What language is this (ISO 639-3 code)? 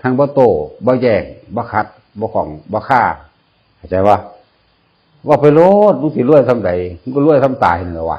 tts